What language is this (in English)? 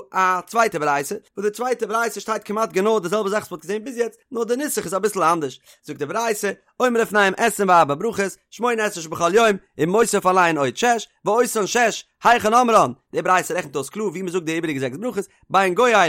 Yiddish